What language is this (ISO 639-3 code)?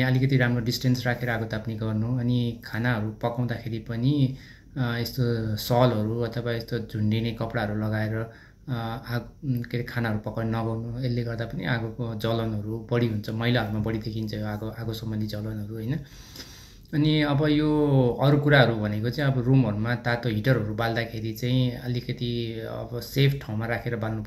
nep